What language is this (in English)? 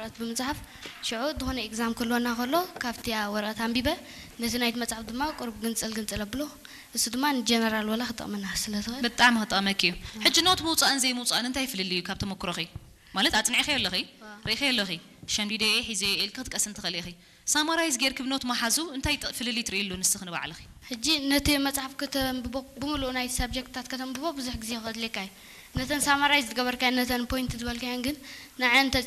Tigrinya